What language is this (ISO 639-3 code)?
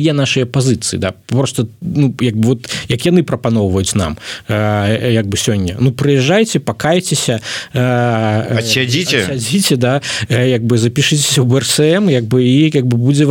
bel